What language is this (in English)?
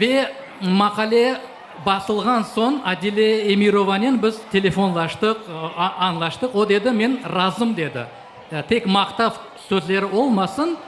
Crimean Tatar